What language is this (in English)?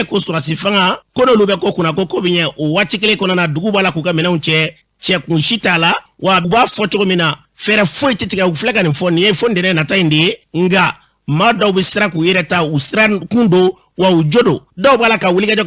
Bambara